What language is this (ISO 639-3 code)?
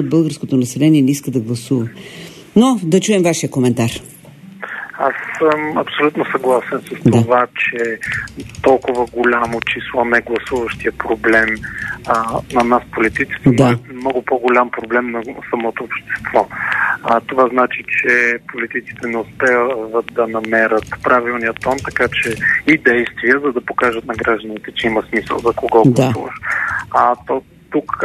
bul